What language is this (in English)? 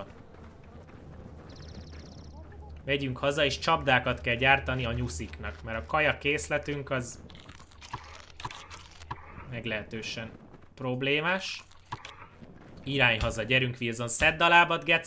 Hungarian